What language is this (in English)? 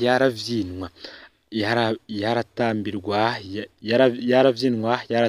Rundi